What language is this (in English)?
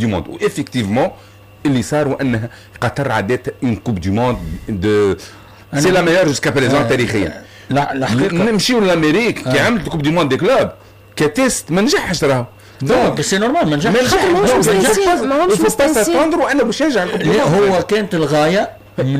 Tunisian Arabic